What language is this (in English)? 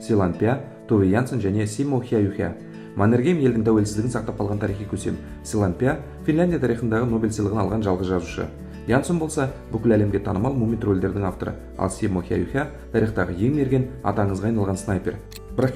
Kazakh